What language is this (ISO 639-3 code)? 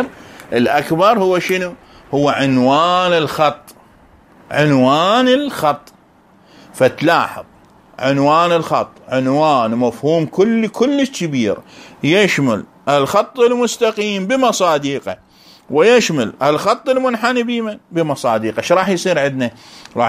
acm